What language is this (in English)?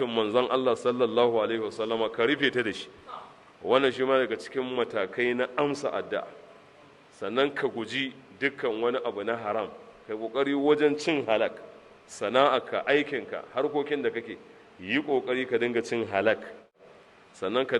Hausa